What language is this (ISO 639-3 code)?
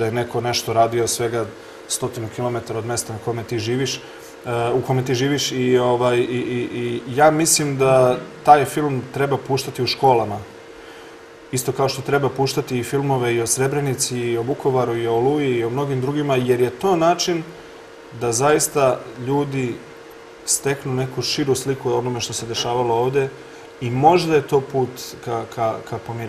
srp